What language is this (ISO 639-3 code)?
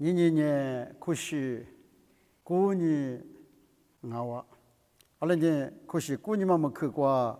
lis